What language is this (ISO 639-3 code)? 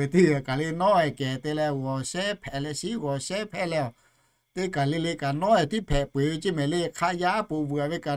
lhu